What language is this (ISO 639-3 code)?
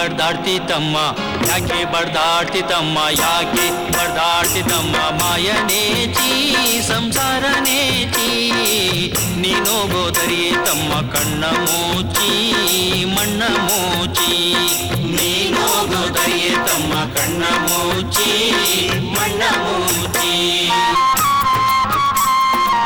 kan